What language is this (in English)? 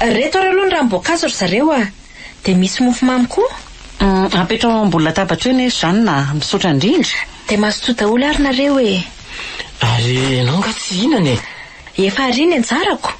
Malagasy